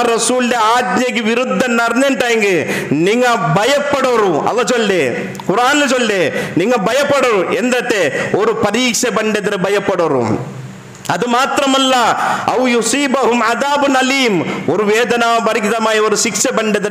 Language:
Malayalam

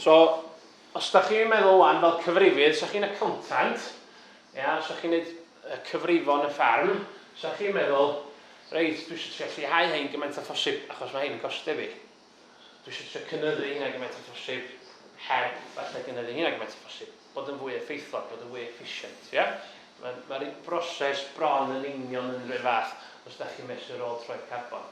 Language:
Welsh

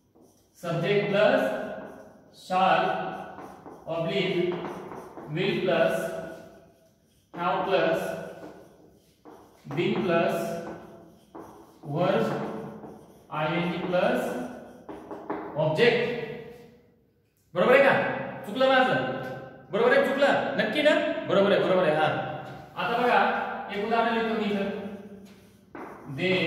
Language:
Marathi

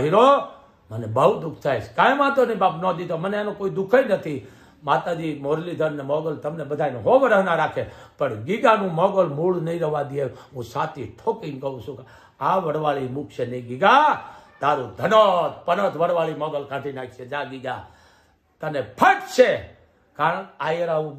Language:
Gujarati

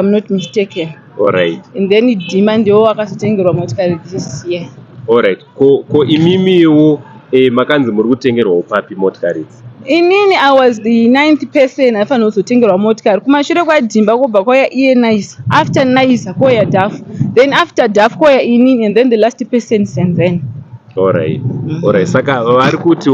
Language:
Shona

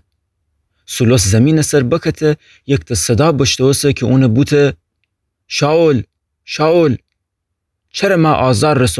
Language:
Gilaki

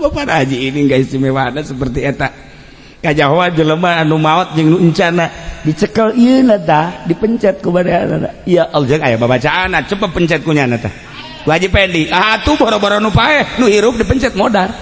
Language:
Sundanese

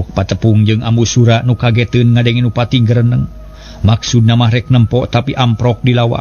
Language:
Sundanese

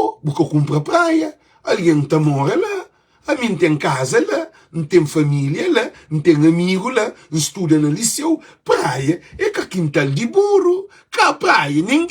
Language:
Kabuverdianu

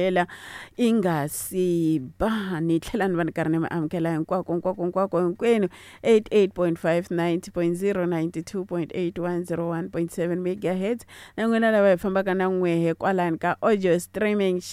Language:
Tsonga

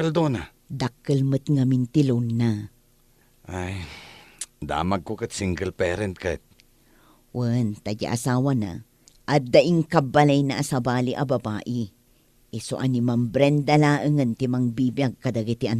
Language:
Iloko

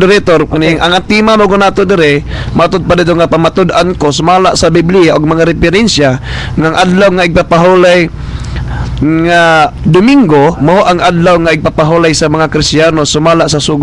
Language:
Cebuano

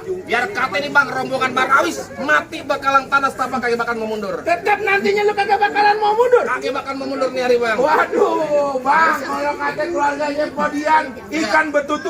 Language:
Betawi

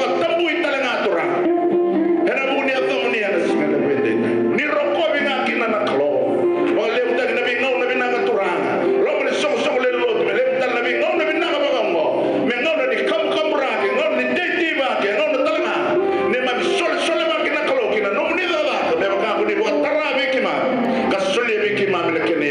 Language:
Fijian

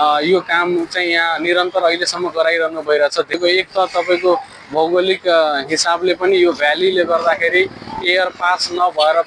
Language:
Nepali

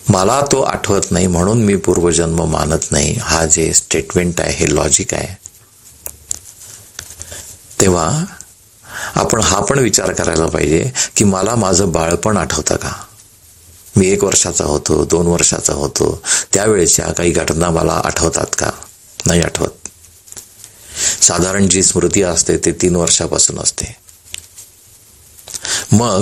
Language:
Marathi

